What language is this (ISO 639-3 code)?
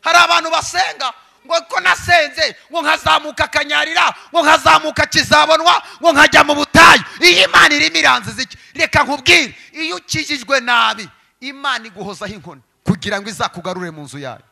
kin